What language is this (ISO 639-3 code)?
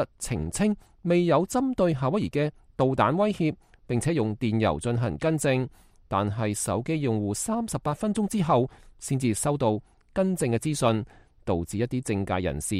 yue